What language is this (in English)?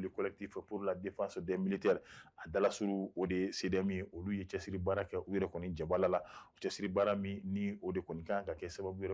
Bambara